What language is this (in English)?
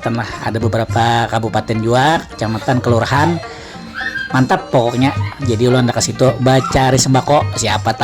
Banjar